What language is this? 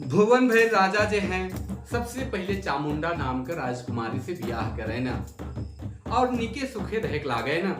Sadri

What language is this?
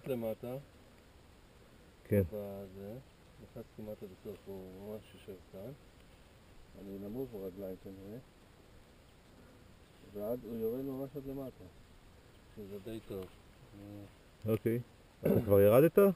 Hebrew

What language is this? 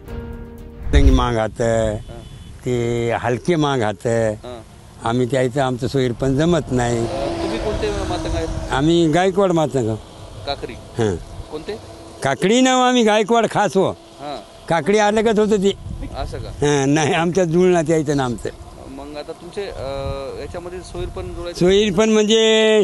Marathi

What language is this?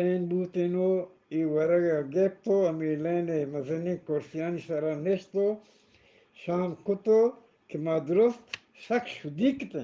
Eastern Balochi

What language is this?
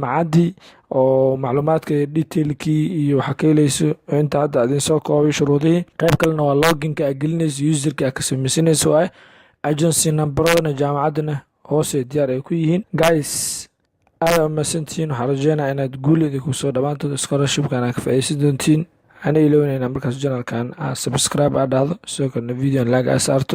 Somali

